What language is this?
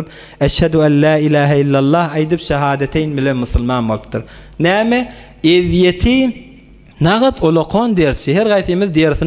Turkmen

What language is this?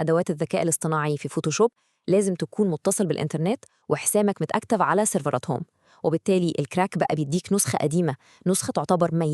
Egyptian Arabic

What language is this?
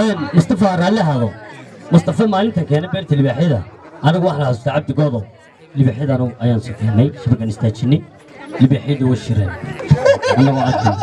Somali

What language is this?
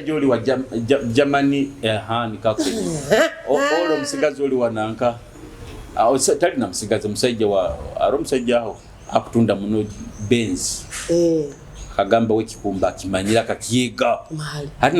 Nyoro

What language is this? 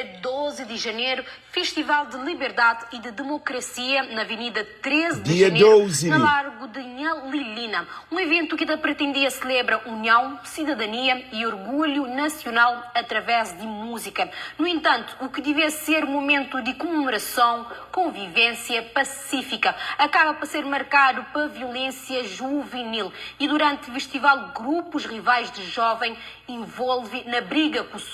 Kabuverdianu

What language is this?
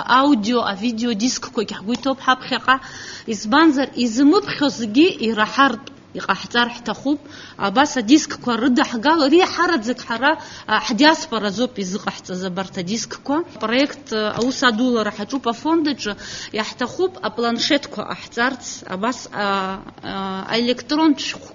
Abkhazian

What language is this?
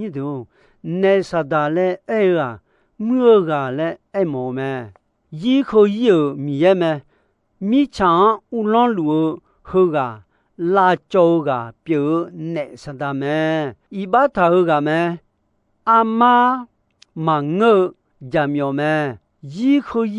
Akha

